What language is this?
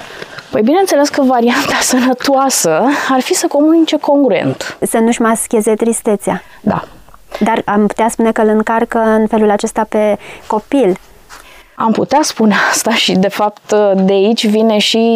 Romanian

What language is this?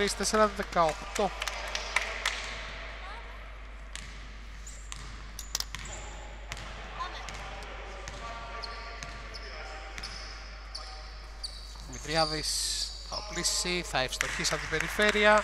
Greek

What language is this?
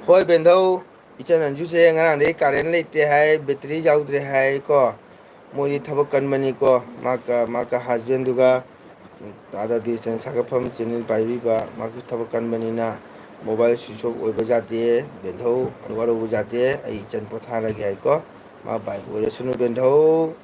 Manipuri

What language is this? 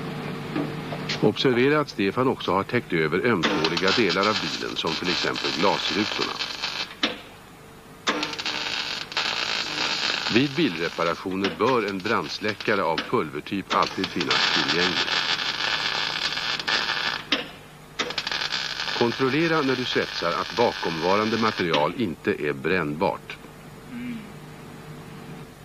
Swedish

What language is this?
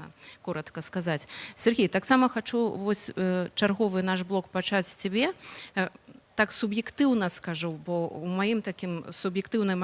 Belarusian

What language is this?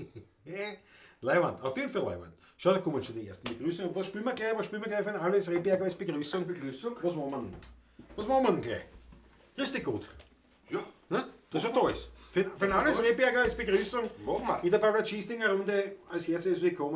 Bavarian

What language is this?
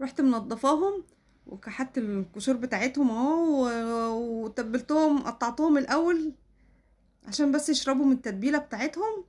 Egyptian Arabic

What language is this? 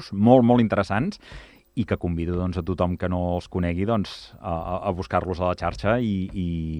Catalan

